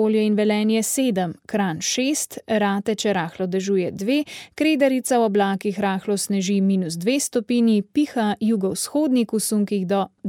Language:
Slovenian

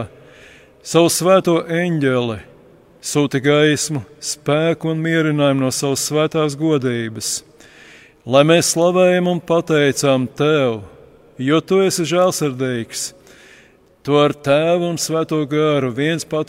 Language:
Latvian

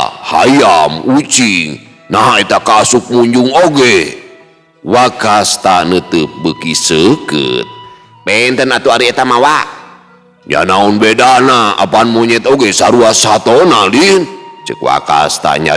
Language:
Sundanese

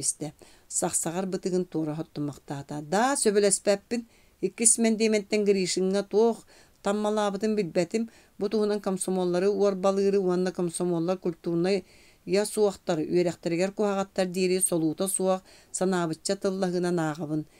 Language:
Yakut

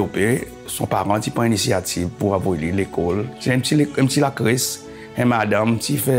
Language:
Seselwa Creole French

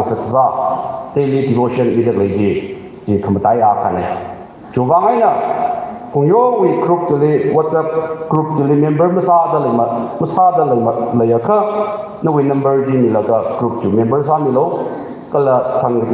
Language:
Tangkhul Naga (India)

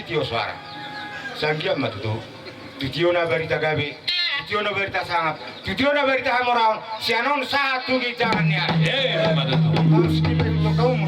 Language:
Batak Toba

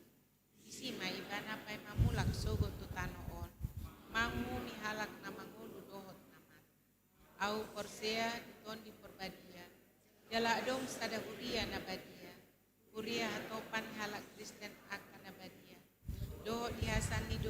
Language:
Batak Toba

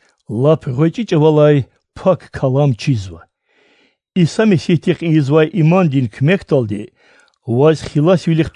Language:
Lezghian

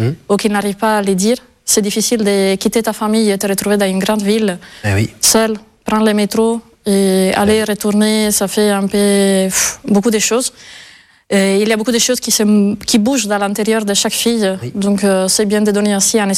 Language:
French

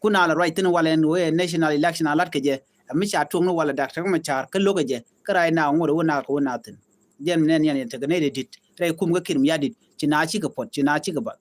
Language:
Nuer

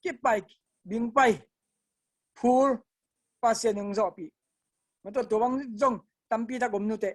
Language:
Tedim Chin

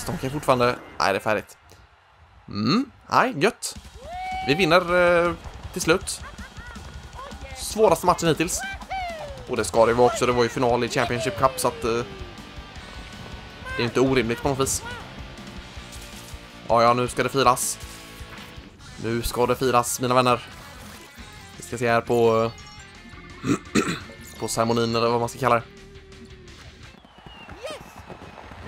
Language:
Swedish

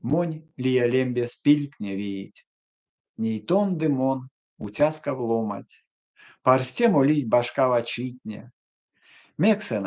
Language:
Erzya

